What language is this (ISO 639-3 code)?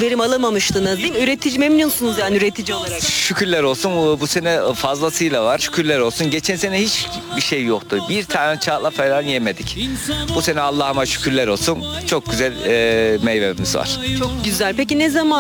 tur